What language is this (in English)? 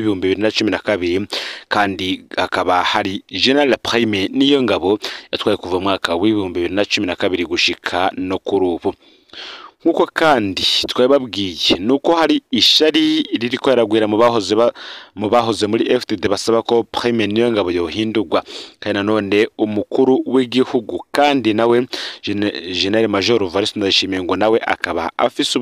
Rundi